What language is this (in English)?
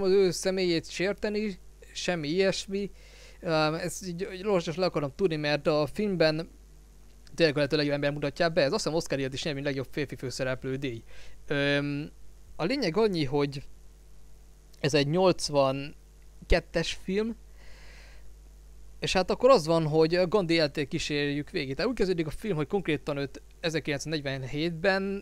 Hungarian